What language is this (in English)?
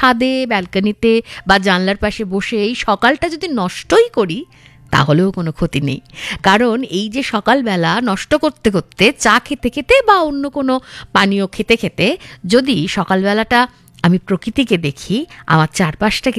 Bangla